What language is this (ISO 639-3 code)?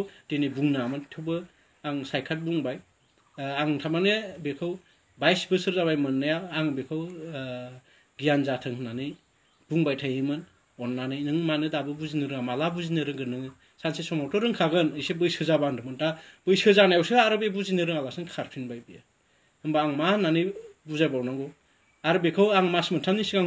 brx